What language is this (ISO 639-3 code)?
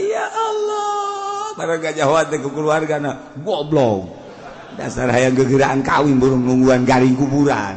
sun